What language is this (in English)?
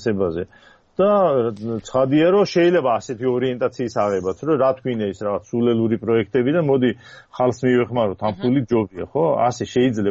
Georgian